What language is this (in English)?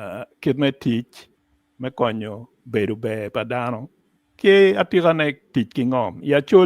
Acoli